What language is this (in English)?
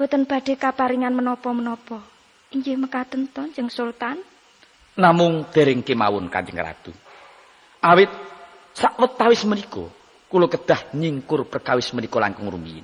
Javanese